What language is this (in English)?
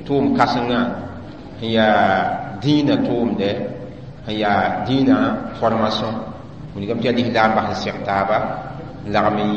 Mossi